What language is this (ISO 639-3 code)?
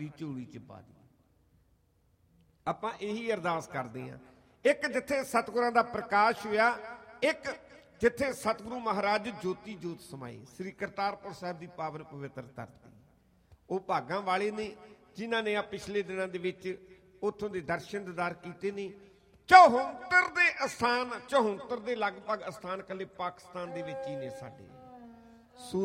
pan